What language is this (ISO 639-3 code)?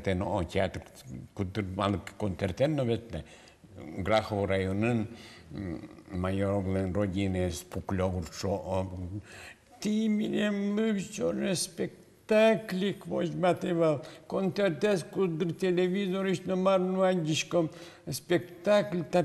udm